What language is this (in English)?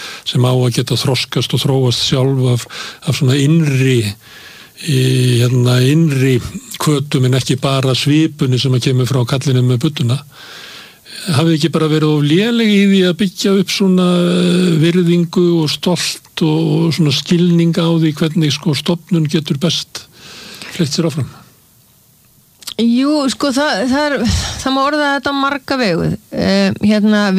Icelandic